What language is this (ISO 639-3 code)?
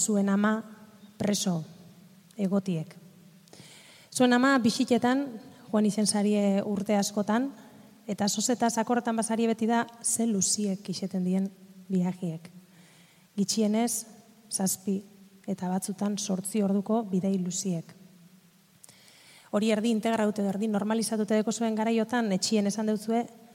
eus